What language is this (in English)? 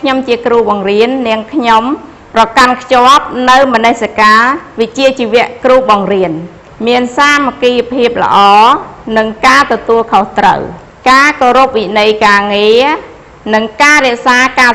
Khmer